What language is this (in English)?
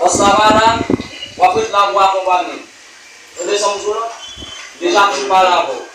Haitian Creole